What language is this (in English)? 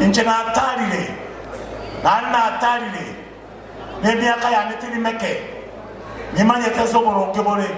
Gusii